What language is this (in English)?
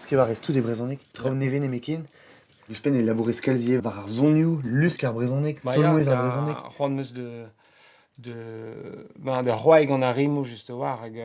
Breton